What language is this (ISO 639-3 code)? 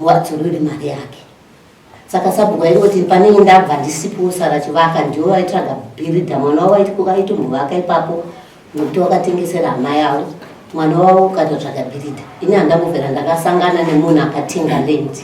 sna